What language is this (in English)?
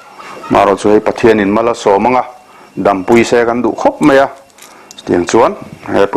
Mizo